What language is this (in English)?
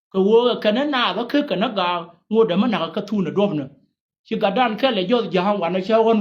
Nuer